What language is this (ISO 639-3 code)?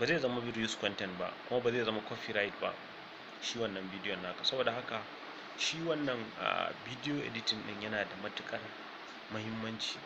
hau